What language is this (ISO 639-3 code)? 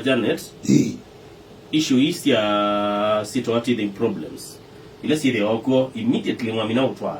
kam